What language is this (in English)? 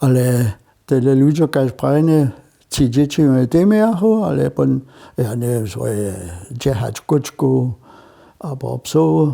Upper Sorbian